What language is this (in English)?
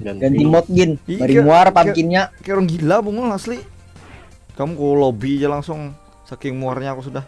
Banjar